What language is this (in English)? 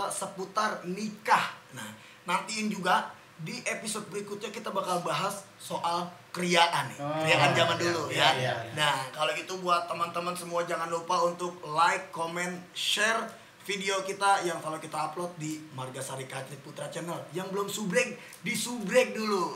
Betawi